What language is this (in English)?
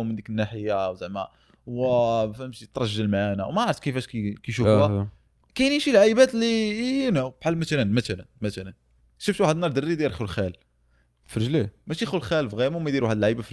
Moroccan Arabic